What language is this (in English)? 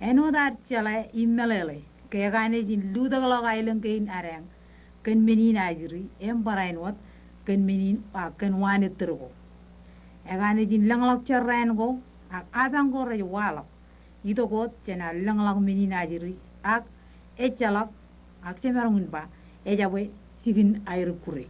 Marshallese